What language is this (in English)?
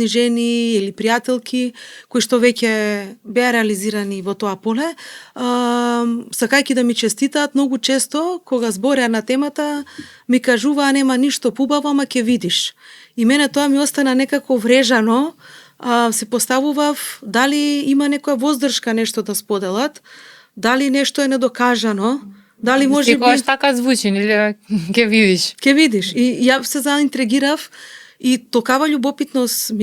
Macedonian